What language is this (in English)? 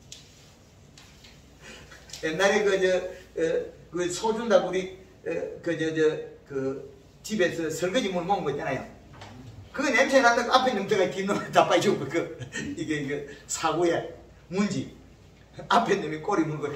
Korean